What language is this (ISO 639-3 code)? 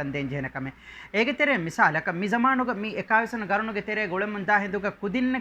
div